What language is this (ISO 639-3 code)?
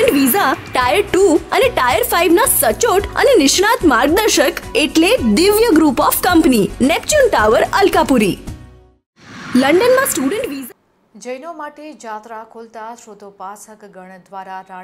guj